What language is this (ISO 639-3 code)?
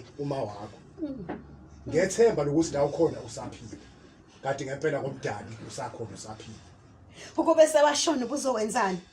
zul